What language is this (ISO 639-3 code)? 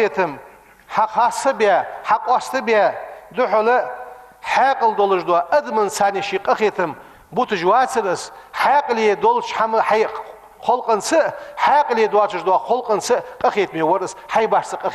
inh